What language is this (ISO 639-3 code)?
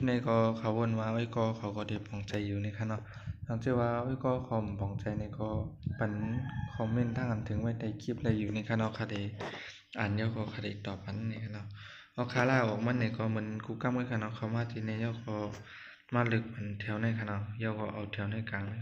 shn